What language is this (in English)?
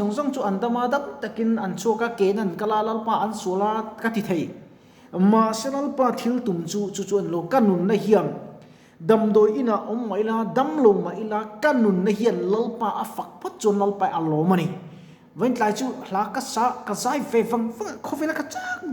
Mizo